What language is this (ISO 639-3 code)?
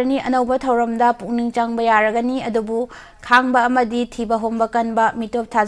mni